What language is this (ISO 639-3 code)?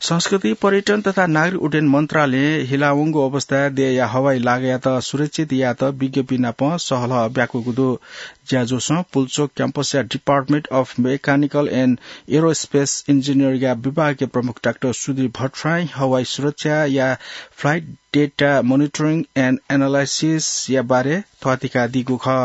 new